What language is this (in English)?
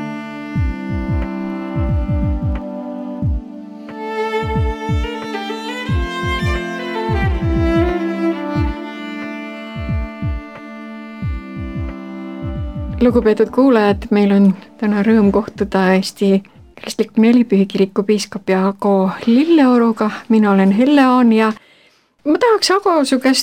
Estonian